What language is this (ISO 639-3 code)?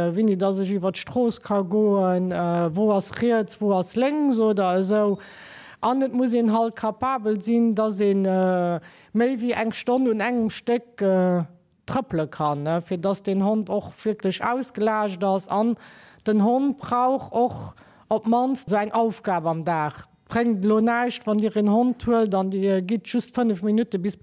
ltz